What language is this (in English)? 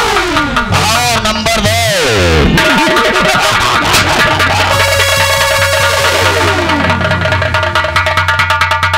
Hindi